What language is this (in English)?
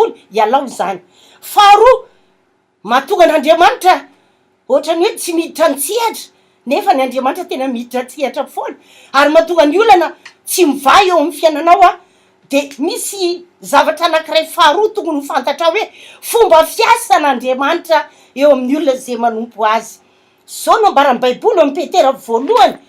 Malagasy